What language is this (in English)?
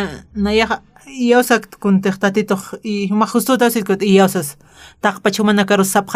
Aymara